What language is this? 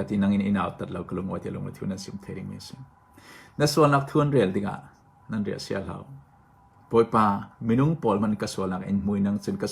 Hakha Chin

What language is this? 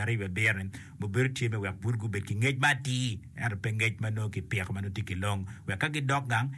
Acoli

